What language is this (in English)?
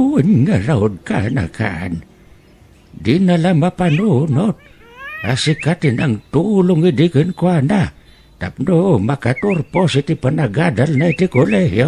Iloko